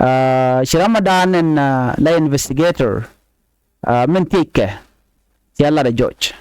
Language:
Nuer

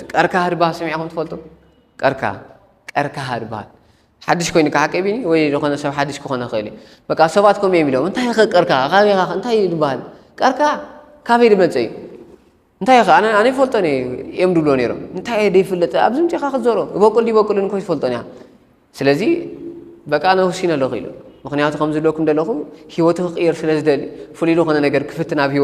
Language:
Tigrinya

